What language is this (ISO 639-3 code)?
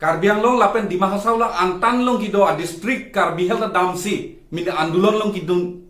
mjw